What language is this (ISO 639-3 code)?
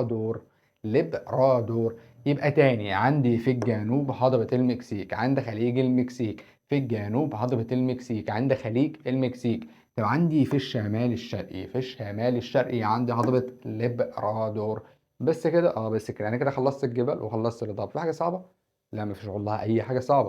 arz